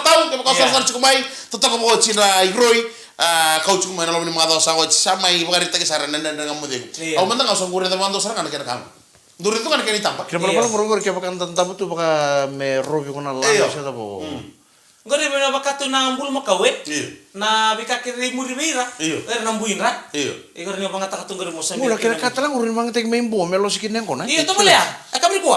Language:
Fijian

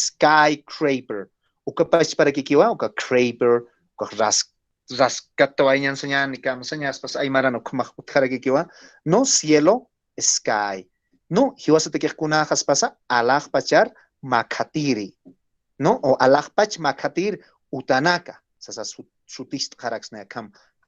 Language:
Aymara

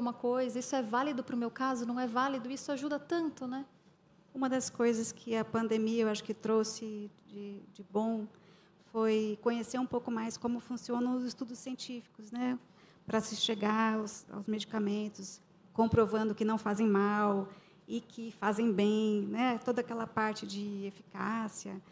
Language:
Portuguese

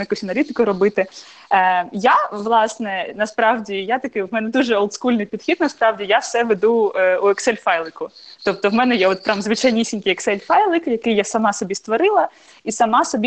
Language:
Ukrainian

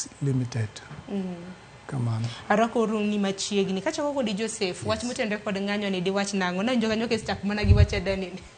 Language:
Luo (Kenya and Tanzania)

